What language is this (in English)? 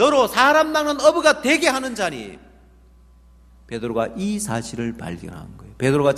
Korean